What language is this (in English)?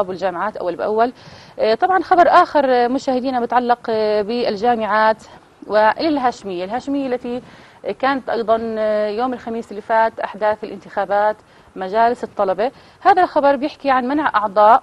South Levantine Arabic